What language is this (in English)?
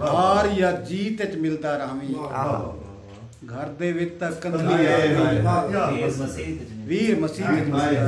Saraiki